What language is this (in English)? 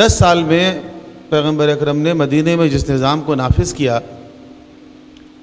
Urdu